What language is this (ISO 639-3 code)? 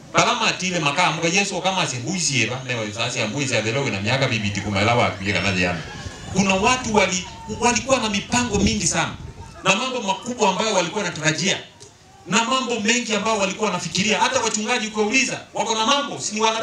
swa